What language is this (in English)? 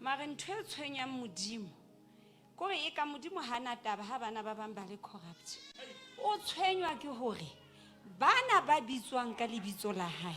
Southern Sotho